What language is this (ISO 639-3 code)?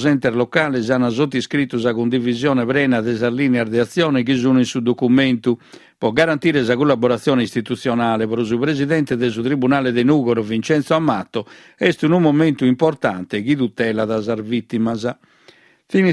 srd